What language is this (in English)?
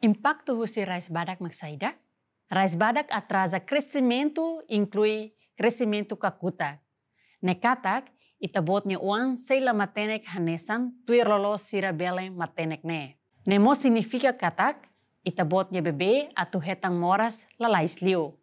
Tetum